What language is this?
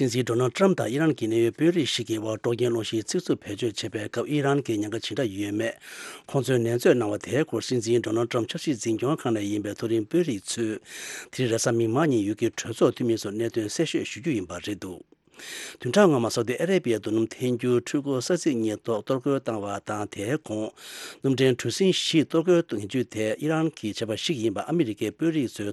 Tibetan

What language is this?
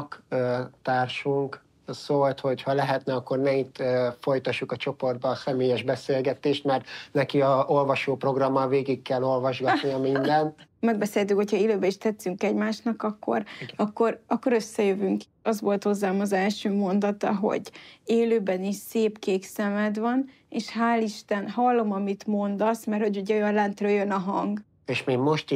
Hungarian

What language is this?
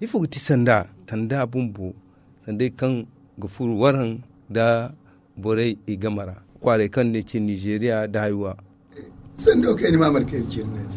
Zarma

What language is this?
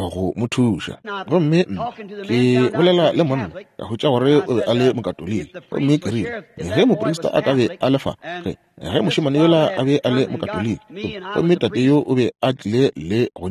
Northern Sotho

